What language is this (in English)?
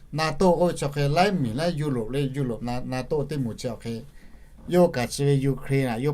Lahu